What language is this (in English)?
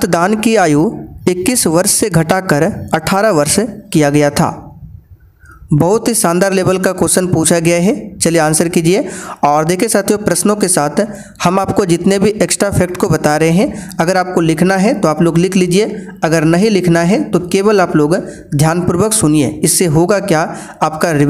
Hindi